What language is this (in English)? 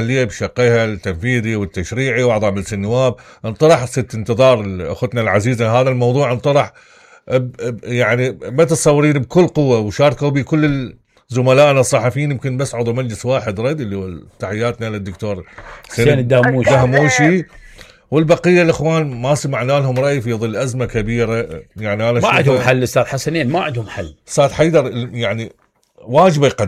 Mesopotamian Arabic